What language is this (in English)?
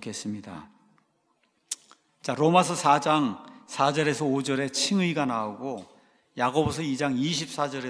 Korean